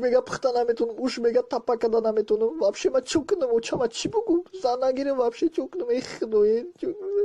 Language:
Tajik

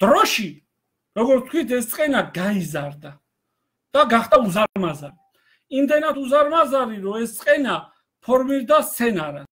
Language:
Georgian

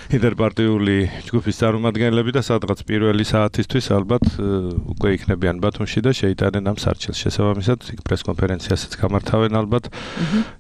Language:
Georgian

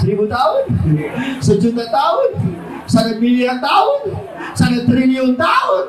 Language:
Batak Karo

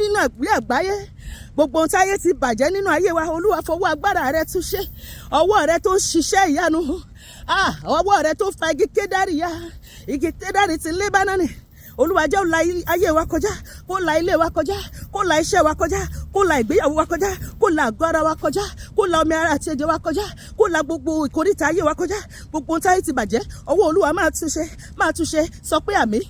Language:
Yoruba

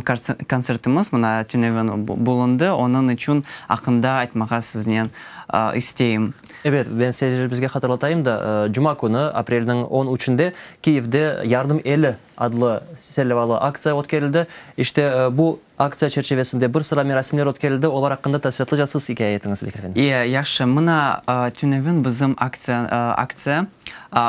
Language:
Crimean Tatar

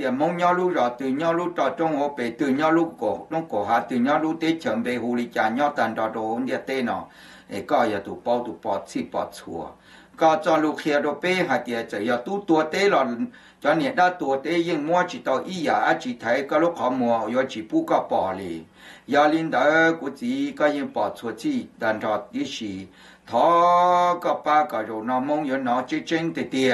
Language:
Hmong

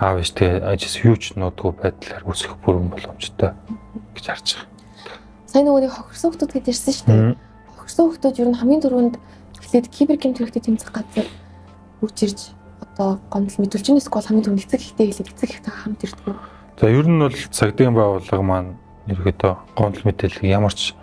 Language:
Mongolian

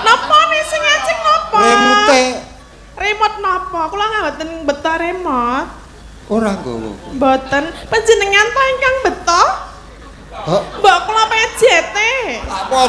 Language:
Javanese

